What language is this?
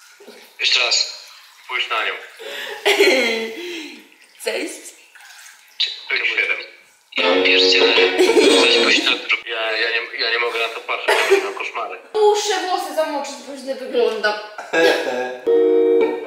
Polish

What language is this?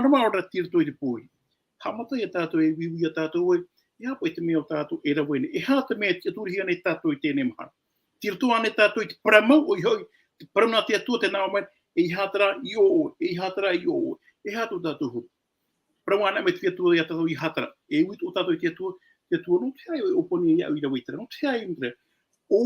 Tahitian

